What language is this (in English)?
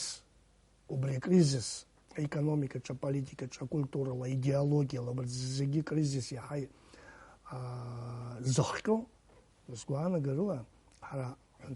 Abkhazian